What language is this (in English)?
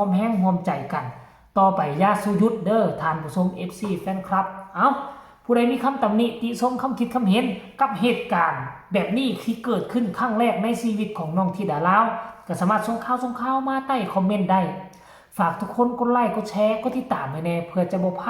Lao